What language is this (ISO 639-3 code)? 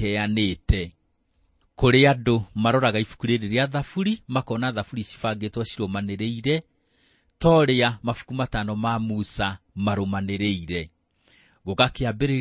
kik